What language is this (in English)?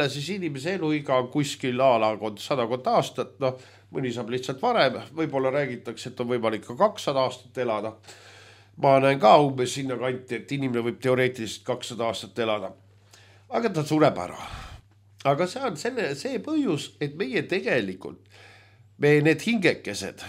Estonian